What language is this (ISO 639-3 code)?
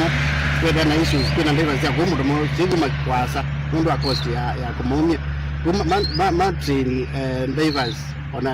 kam